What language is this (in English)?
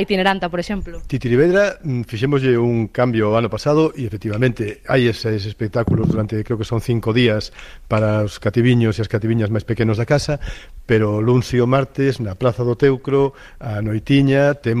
Galician